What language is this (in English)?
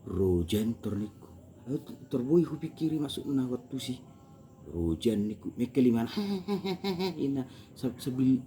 Batak Toba